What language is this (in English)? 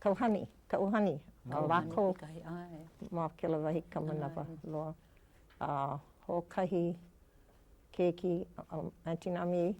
Hawaiian